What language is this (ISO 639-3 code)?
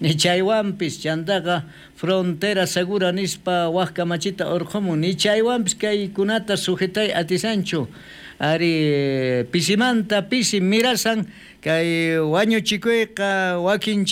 quh